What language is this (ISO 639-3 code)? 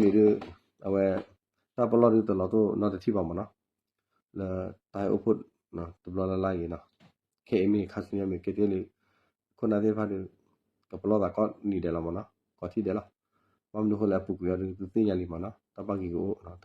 ksw